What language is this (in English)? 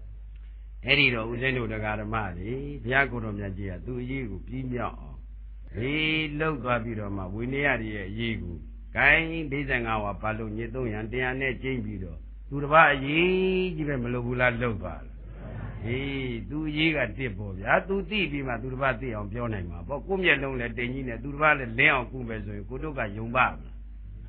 Burmese